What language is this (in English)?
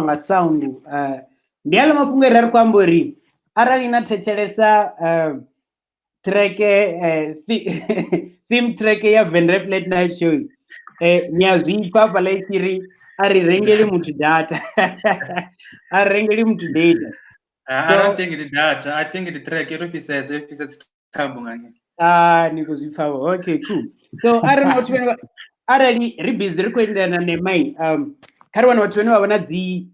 Venda